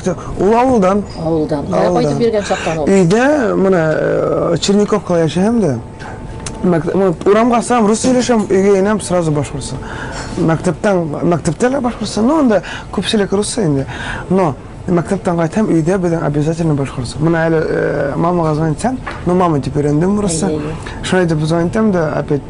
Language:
Tatar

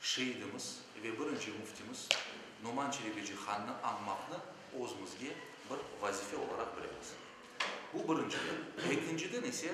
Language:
Crimean Tatar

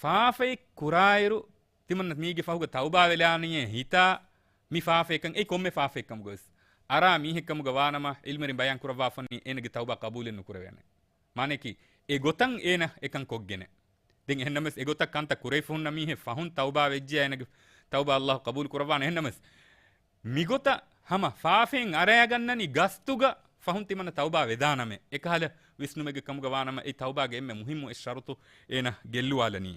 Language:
Divehi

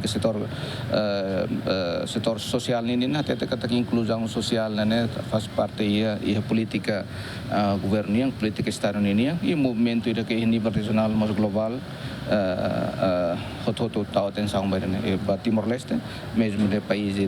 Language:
Tetum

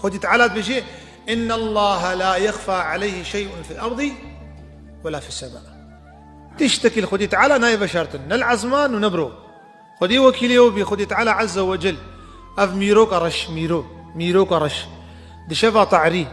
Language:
Kurdish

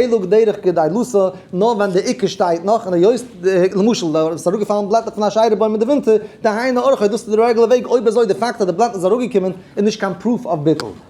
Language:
Yiddish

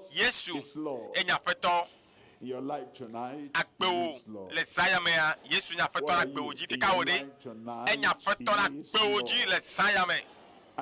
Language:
Ewe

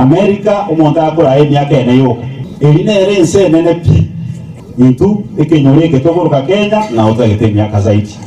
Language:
Gusii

